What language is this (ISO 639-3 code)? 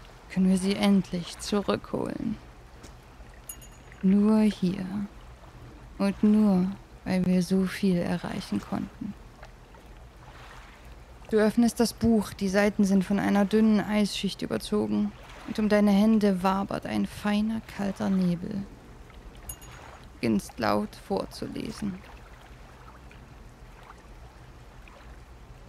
deu